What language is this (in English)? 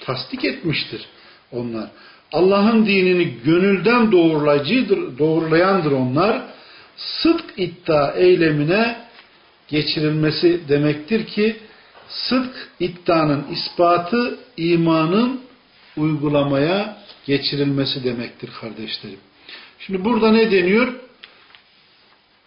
Turkish